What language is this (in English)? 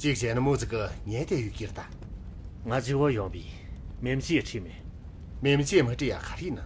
Tibetan